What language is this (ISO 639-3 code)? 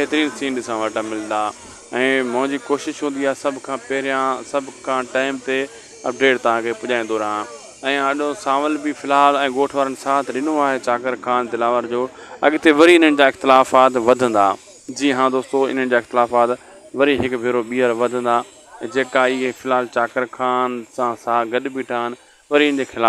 snd